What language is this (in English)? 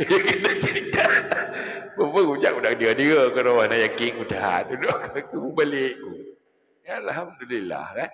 Achinese